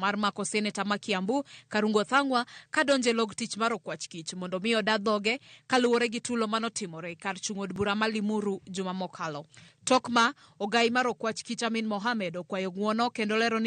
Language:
Luo (Kenya and Tanzania)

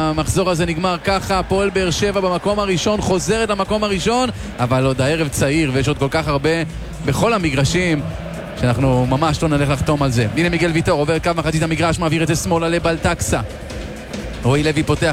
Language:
Hebrew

